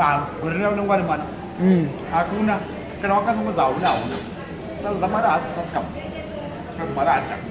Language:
Shona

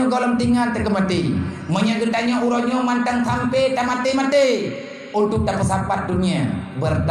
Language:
Achinese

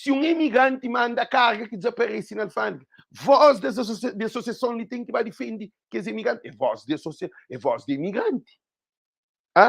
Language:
Kabuverdianu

